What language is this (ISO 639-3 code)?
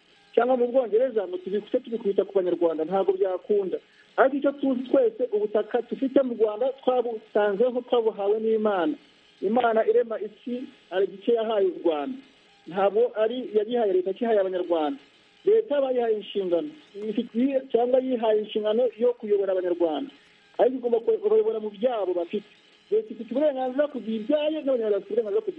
kin